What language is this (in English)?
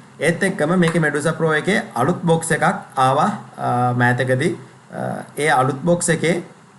Sinhala